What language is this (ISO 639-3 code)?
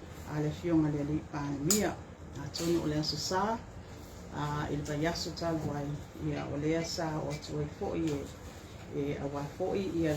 smo